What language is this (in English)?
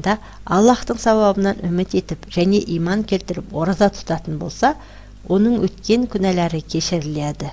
Kazakh